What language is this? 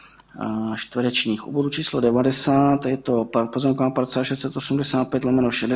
Czech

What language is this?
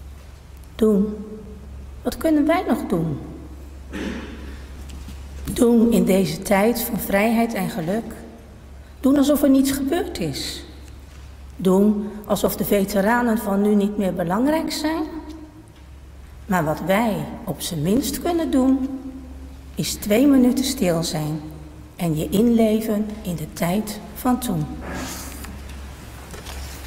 Dutch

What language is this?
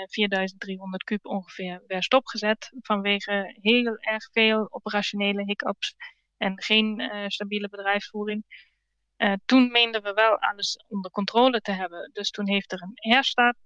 Dutch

